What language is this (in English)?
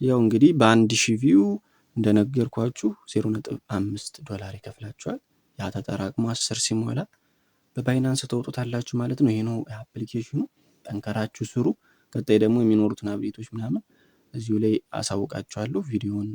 Amharic